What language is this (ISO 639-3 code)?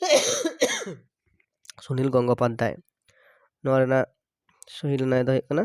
sat